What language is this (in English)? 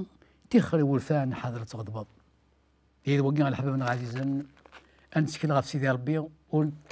Kabyle